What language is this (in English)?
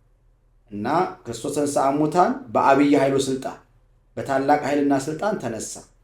Amharic